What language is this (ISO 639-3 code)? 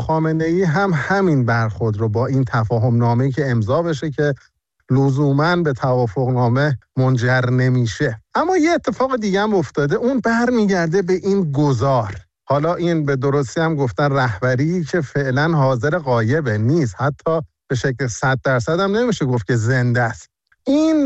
fas